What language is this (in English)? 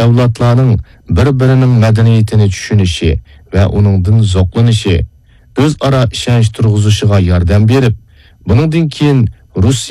Uyghur